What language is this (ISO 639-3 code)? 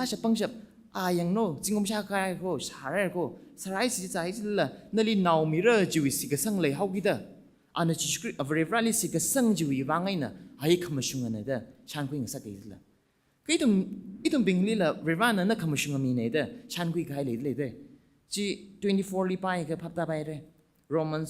nmf